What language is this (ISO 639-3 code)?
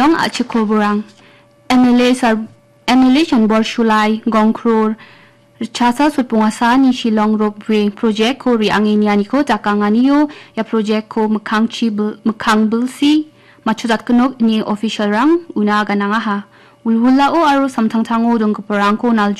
grt